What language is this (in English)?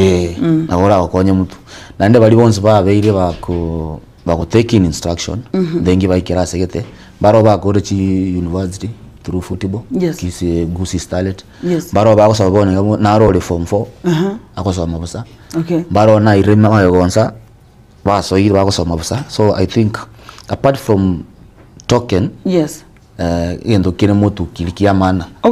Gusii